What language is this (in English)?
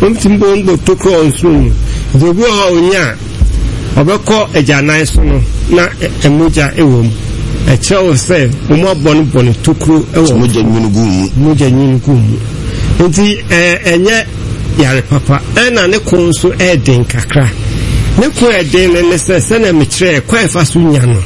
Akan